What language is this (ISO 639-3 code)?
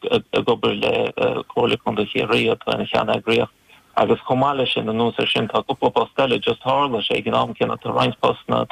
gle